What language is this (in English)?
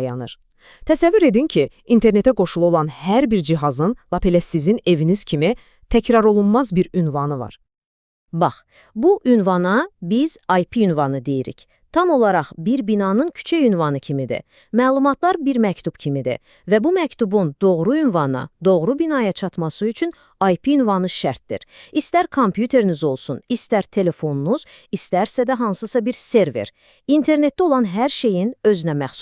Azerbaijani